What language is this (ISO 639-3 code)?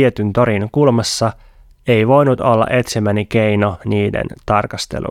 fin